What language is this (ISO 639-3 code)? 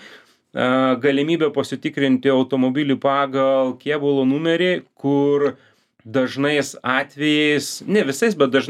lit